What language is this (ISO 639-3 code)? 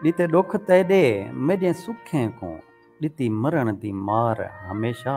skr